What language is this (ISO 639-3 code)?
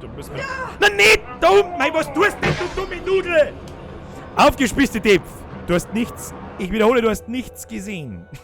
bar